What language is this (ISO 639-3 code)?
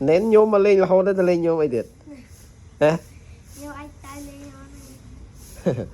khm